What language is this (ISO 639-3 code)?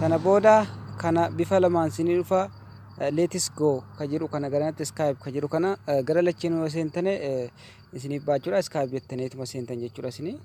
orm